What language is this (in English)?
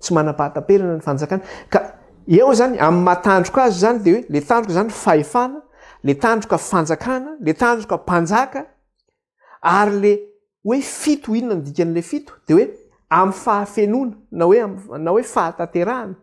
Malagasy